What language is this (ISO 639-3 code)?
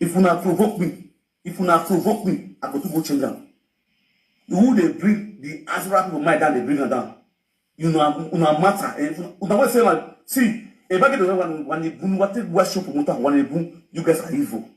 pcm